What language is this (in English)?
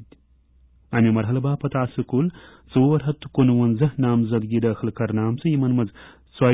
Kashmiri